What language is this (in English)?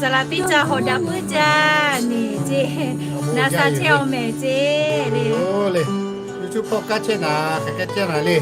Lahu